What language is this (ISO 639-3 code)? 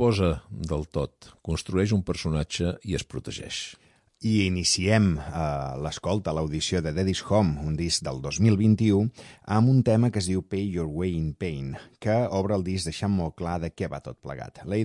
cat